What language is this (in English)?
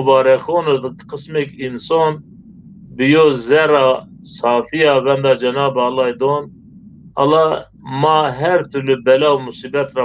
Zaza